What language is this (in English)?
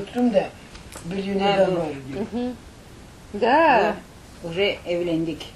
Crimean Tatar